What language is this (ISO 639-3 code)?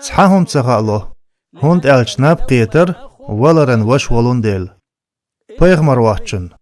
che